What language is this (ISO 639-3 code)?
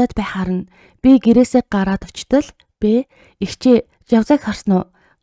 mon